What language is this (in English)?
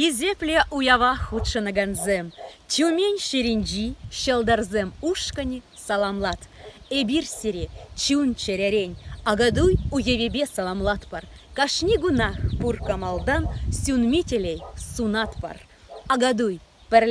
Chuvash